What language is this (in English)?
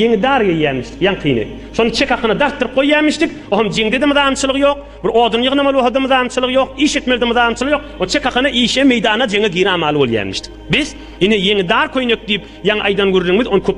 Turkmen